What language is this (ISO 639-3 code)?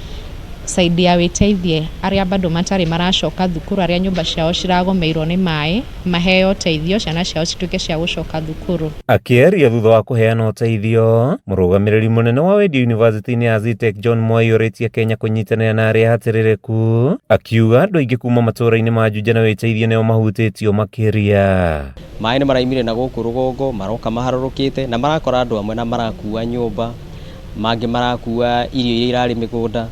kik